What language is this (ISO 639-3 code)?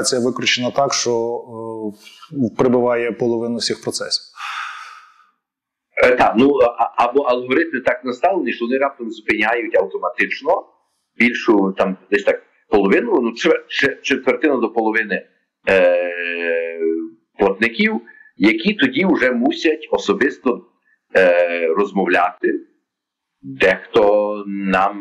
ukr